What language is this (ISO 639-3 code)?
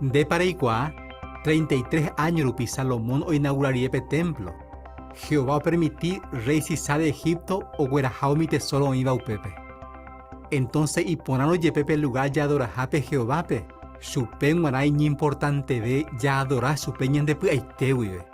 grn